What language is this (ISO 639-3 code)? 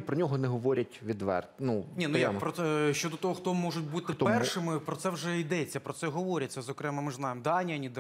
ukr